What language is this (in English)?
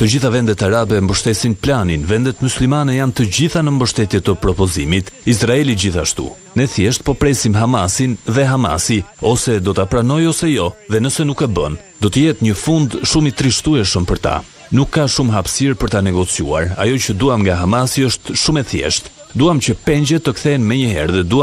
Albanian